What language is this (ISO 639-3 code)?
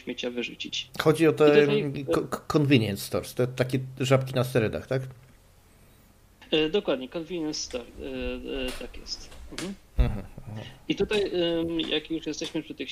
pol